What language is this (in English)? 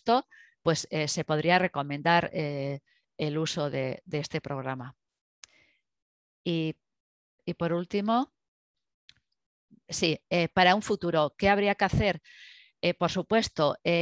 Spanish